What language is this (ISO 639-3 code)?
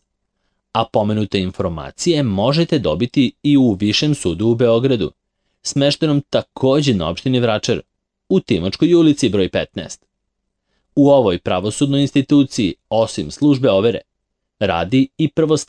srp